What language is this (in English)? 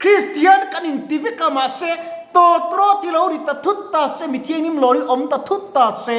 Mizo